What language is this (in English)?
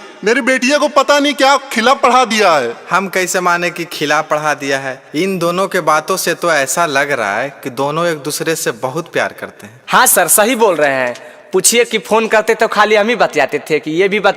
Magahi